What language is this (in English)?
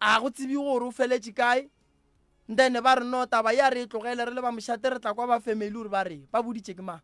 Northern Sotho